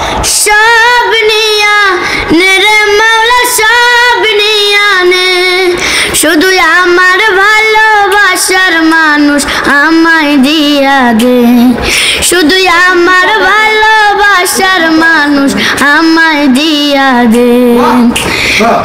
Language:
Bangla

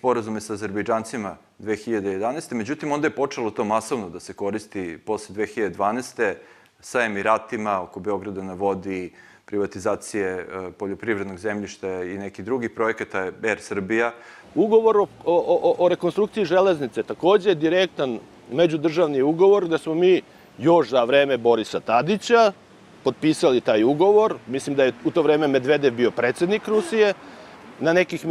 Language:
Serbian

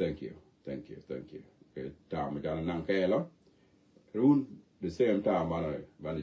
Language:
Nuer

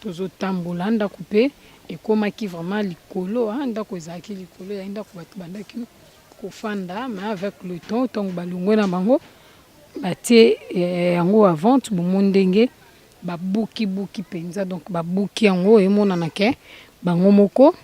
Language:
Lingala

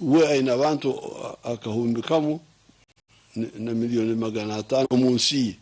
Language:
Nyankole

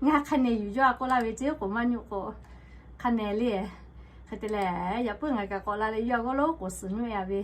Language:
Lahu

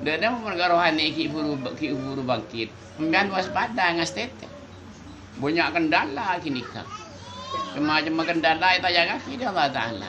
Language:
Madurese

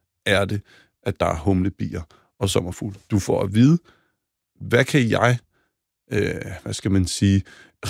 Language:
Danish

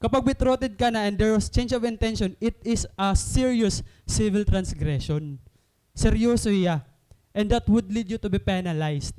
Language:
Waray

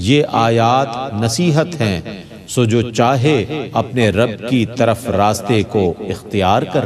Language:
Urdu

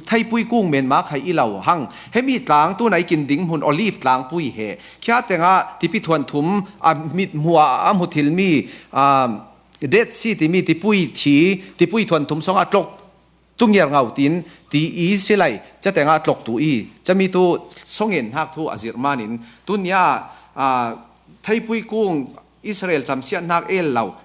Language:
Falam Chin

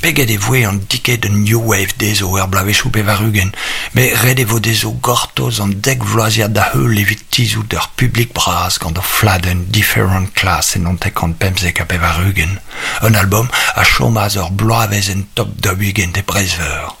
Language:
Breton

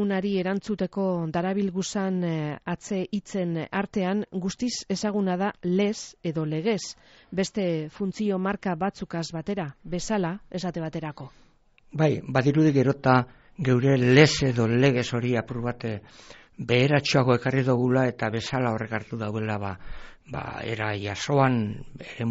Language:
Basque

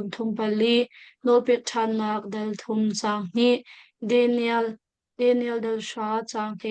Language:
Hakha Chin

